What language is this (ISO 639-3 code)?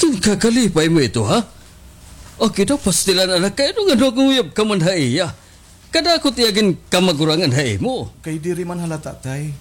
war